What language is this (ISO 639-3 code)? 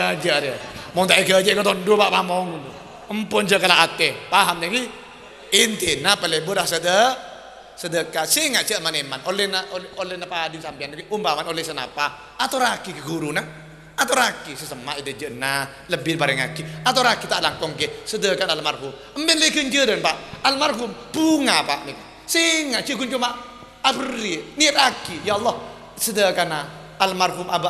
mad